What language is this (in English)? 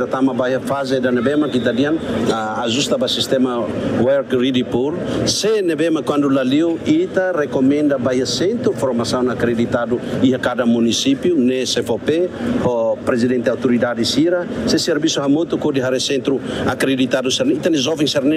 Tetum